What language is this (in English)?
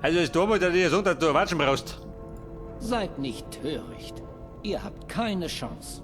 Bavarian